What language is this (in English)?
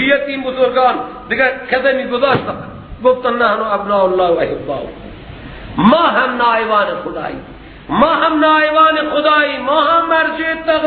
Persian